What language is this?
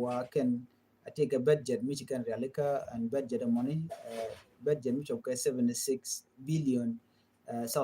Nuer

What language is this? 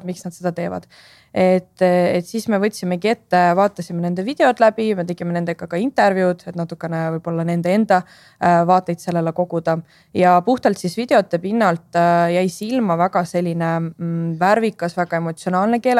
Estonian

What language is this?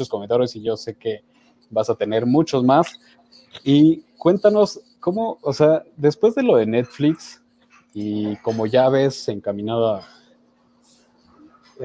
Spanish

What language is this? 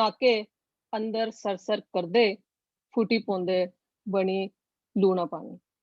Dogri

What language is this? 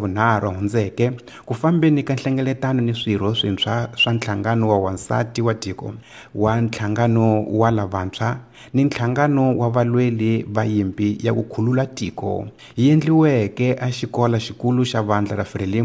Tsonga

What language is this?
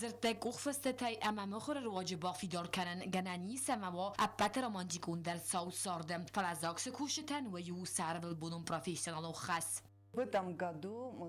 Ossetic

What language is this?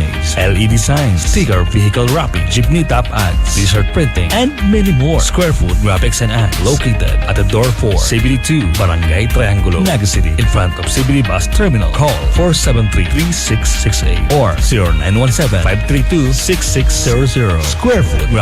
Bikol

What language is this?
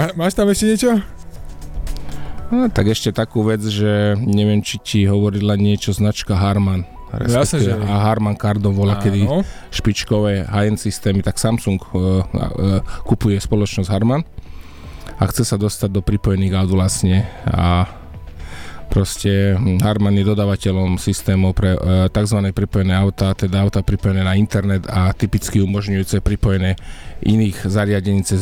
Slovak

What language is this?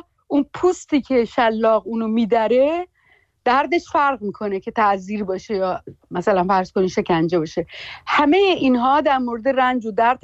Persian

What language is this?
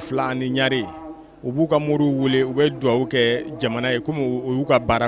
Bambara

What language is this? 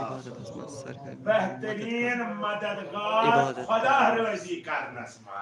Kashmiri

